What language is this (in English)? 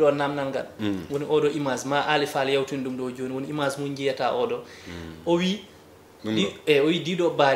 Fula